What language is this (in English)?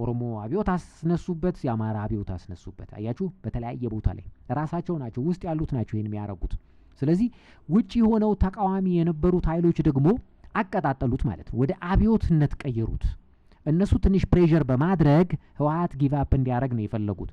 Amharic